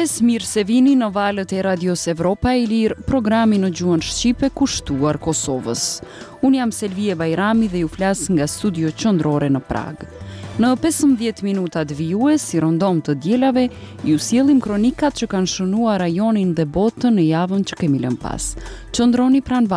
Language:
Albanian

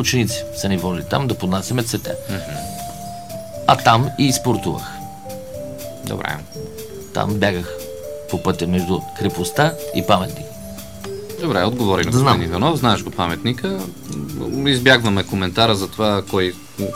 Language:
Bulgarian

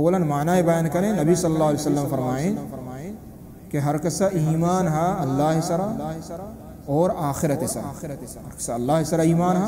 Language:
Baluchi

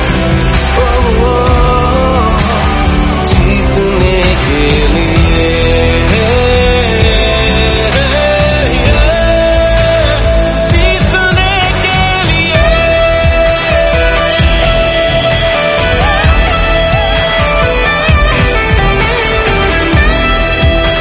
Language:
Hindi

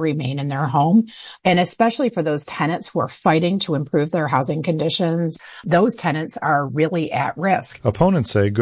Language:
English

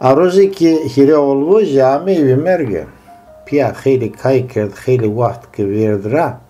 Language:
Zaza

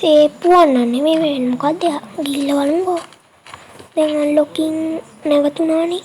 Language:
Sinhala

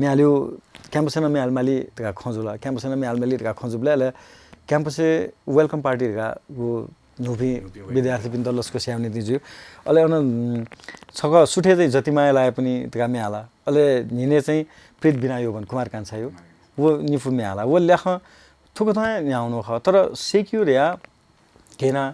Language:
Newari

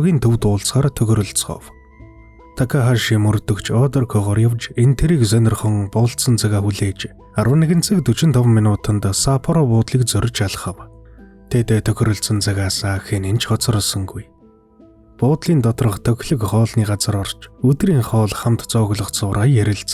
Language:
Mongolian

